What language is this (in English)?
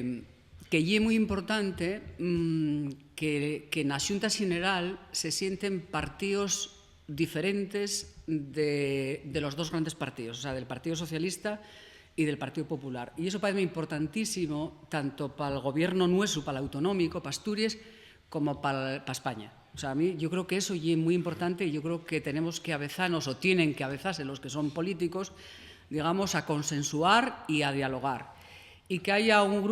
Asturian